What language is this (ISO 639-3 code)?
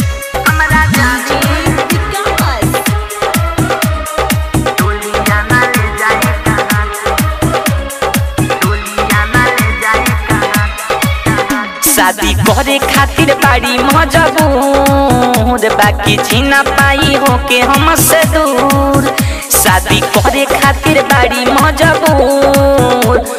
bho